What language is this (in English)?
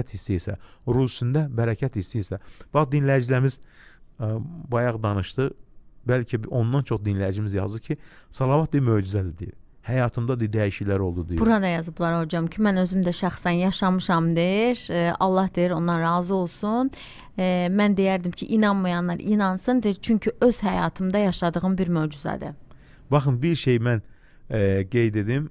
Azerbaijani